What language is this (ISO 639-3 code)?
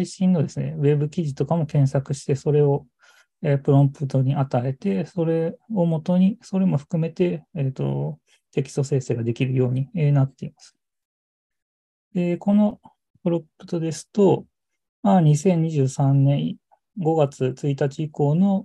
jpn